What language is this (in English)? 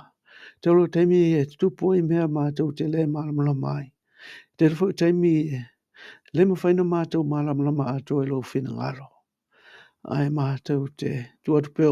Samoan